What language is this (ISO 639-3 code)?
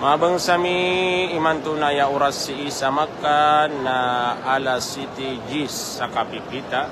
mrw